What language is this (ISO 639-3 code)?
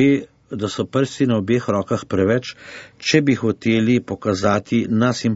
slv